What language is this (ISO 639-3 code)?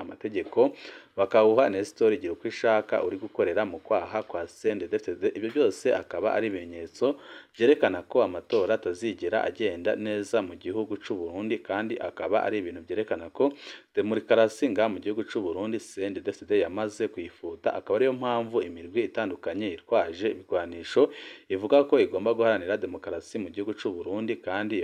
run